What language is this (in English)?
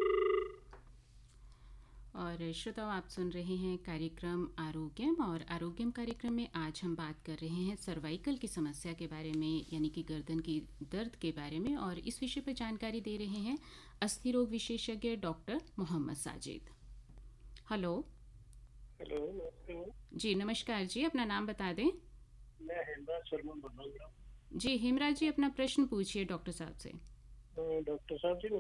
Hindi